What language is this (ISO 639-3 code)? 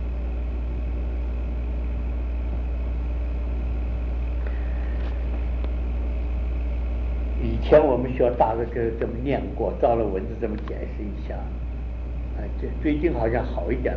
zho